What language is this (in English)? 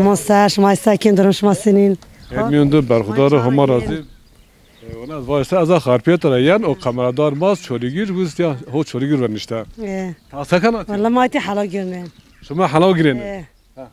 Zaza